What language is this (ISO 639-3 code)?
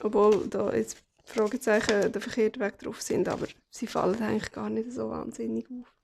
gsw